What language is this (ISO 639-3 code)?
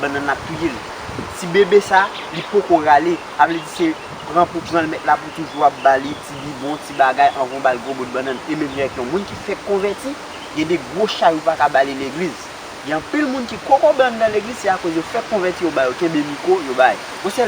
hat